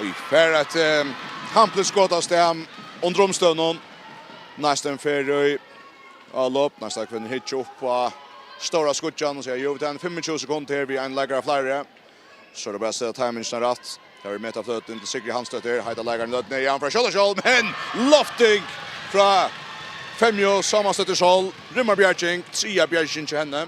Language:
Faroese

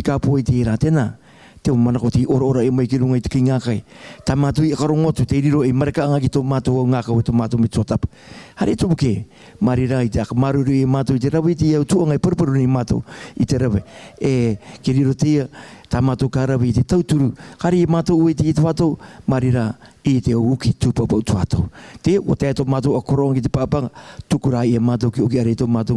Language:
Rarotongan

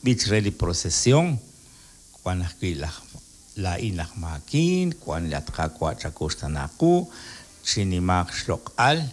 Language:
Kekchí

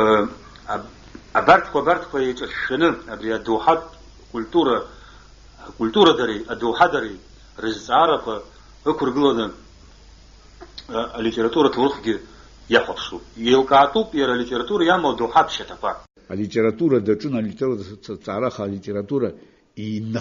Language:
Abkhazian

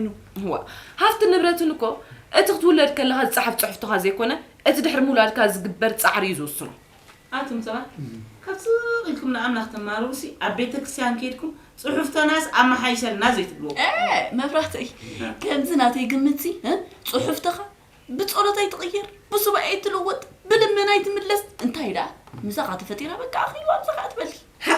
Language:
Tigrinya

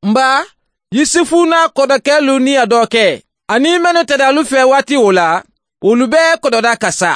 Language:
Bambara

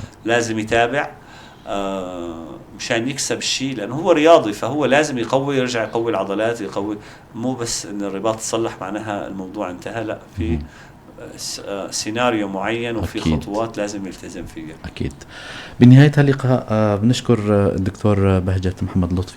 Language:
North Levantine Arabic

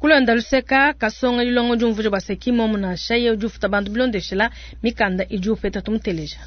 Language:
Luba-Lulua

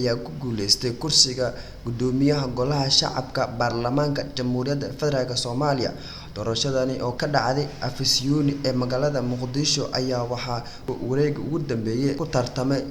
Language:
Somali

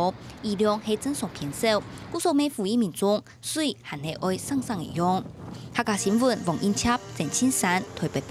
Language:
Hakka Chinese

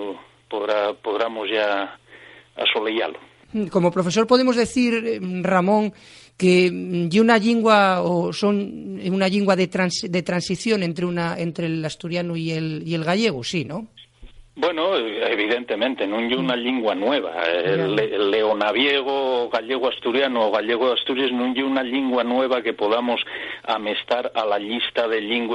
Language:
Asturian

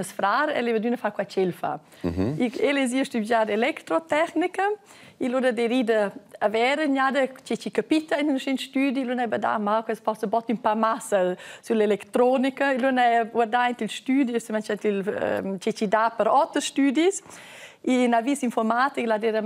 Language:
Romansh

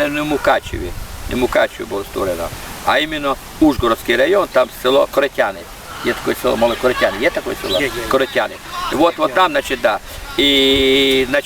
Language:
Rusyn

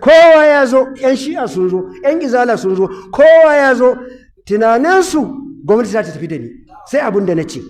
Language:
Hausa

